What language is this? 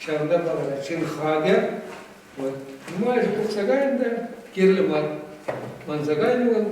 Chuvash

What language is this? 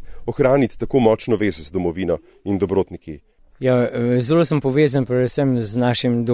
Slovenian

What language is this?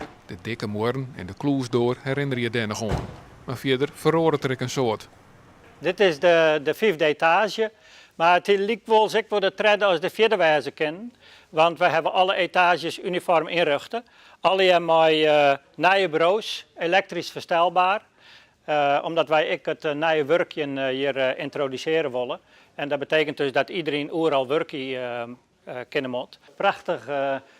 Western Frisian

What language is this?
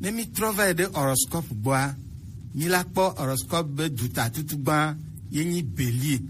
Gen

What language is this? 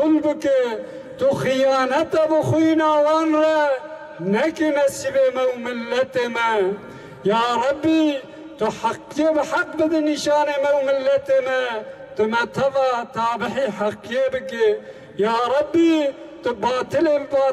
Kurdish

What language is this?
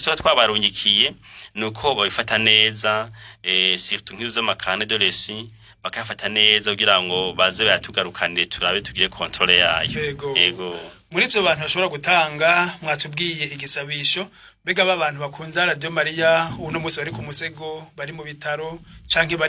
Rundi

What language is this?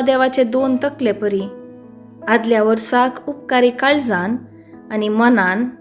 Konkani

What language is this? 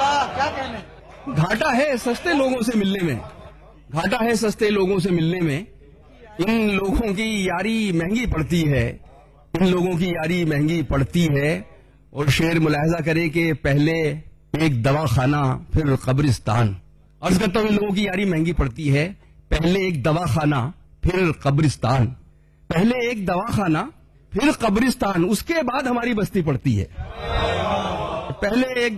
Urdu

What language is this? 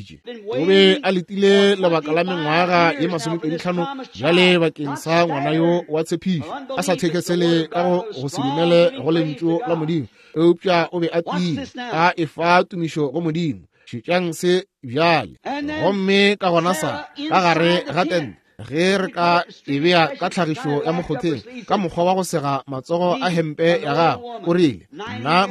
Northern Sotho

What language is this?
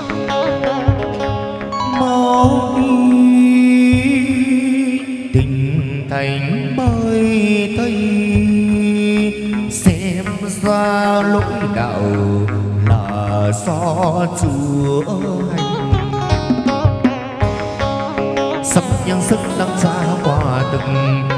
Vietnamese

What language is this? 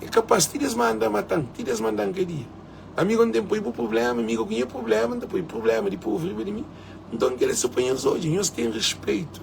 Kabuverdianu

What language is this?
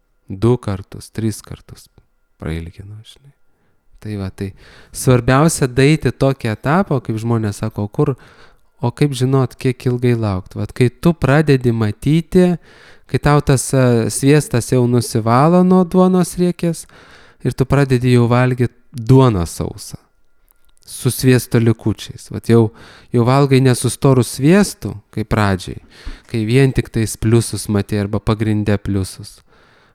Lithuanian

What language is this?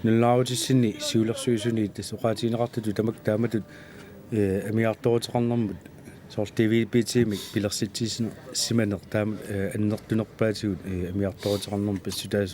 Kalaallisut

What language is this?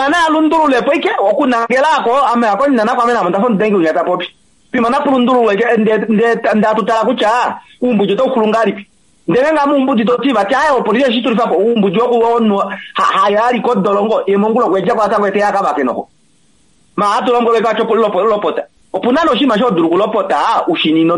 Kuanyama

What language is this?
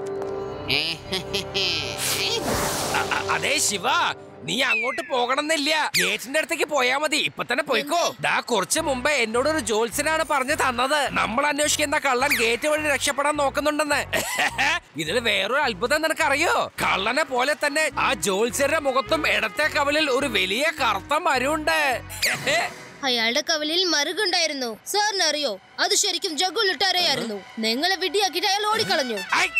Malayalam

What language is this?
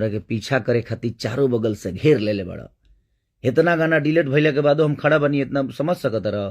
Bhojpuri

